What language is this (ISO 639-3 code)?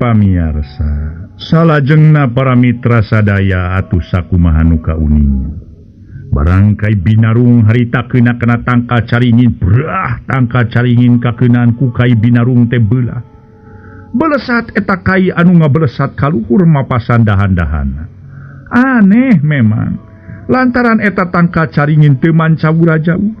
sun